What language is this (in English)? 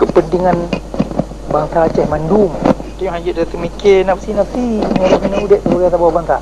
Achinese